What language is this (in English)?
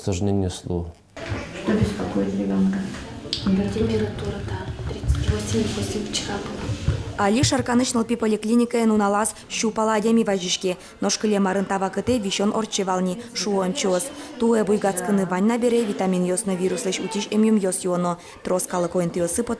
Udmurt